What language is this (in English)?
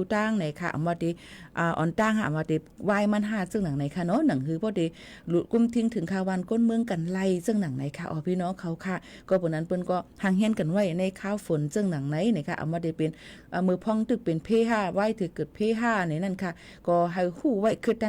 Shan